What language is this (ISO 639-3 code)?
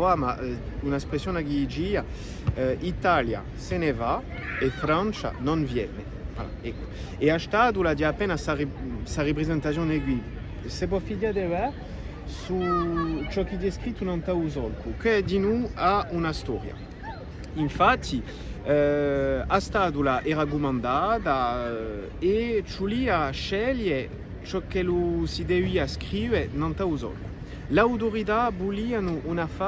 cos